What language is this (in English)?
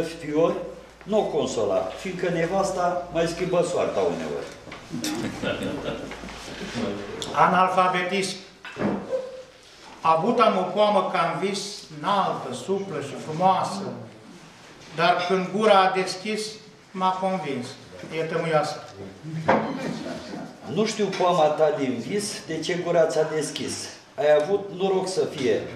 Romanian